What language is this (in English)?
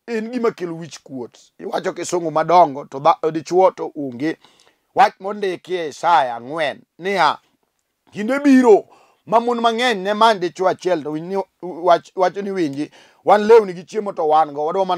Luo (Kenya and Tanzania)